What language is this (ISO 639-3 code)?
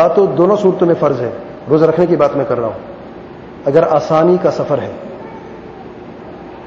urd